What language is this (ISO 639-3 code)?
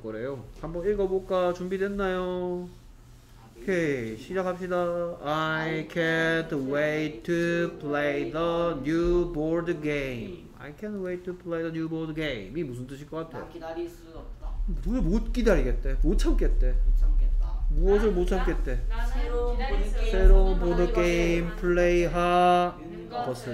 kor